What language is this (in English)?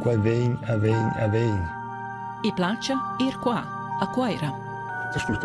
Romansh